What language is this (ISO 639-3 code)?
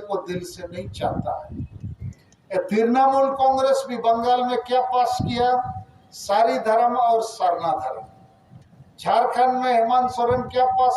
sat